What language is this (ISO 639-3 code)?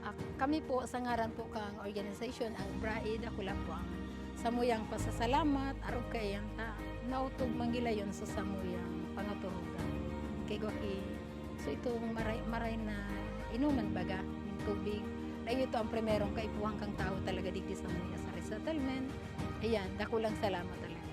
bik